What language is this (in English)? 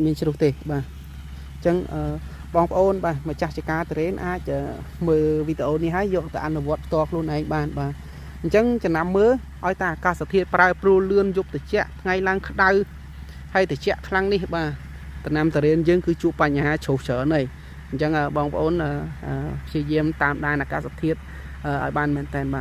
Khmer